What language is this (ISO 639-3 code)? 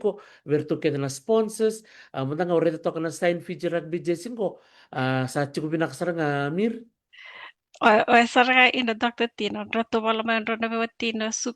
fij